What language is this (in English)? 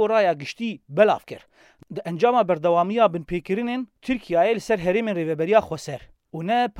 Kurdish